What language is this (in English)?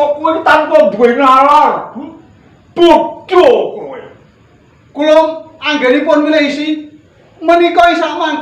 Javanese